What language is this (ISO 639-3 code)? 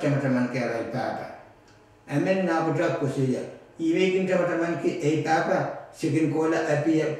pon